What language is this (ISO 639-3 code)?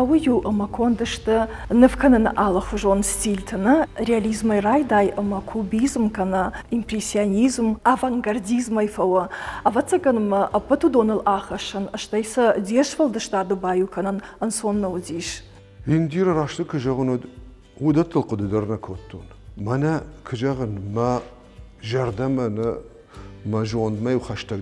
oss